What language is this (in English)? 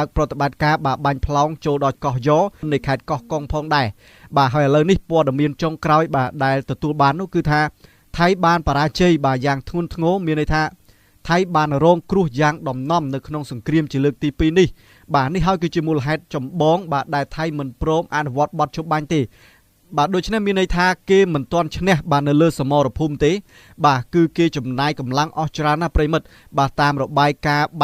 Khmer